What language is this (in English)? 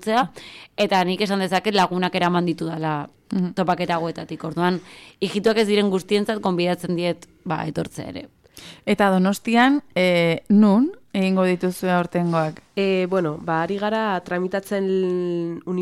Basque